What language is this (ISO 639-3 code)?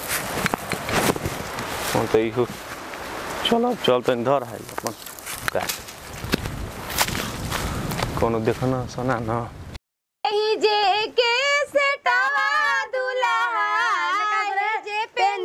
bho